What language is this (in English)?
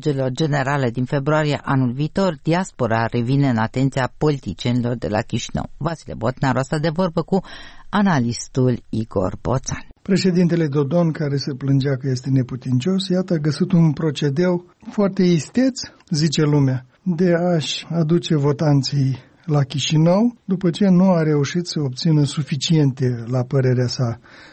Romanian